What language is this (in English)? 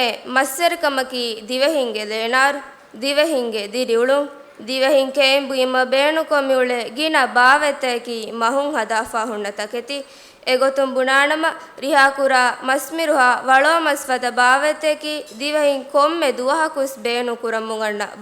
Divehi